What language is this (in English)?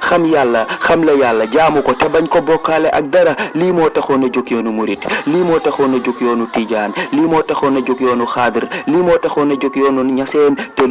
Wolof